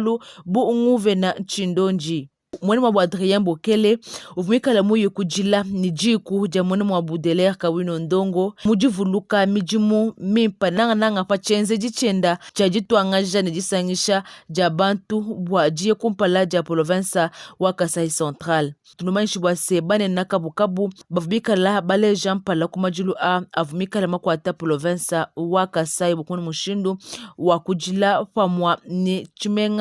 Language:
Luba-Lulua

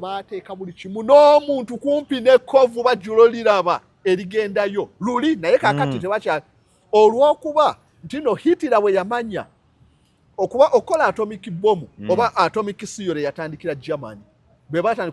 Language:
Ganda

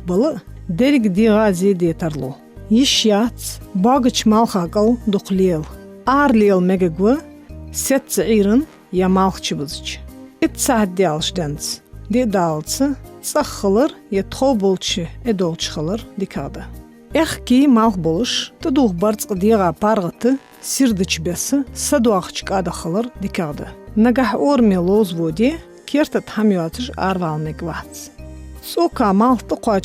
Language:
Ingush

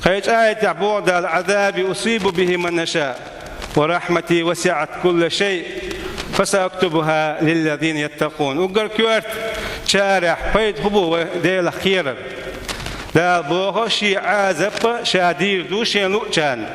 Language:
Chechen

